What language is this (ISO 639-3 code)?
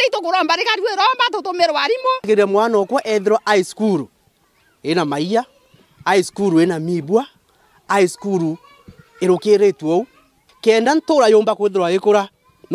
mer